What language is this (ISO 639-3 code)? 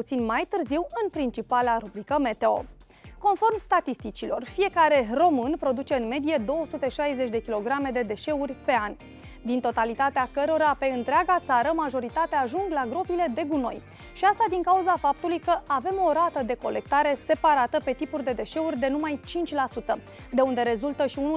ron